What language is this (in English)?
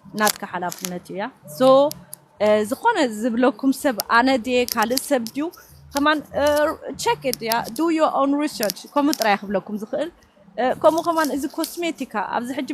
Tigrinya